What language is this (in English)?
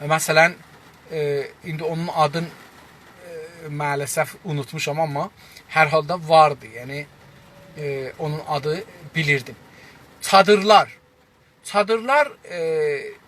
South Azerbaijani